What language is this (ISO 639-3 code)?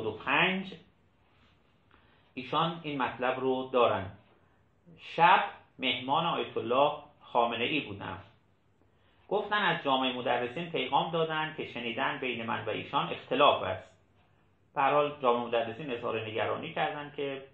fas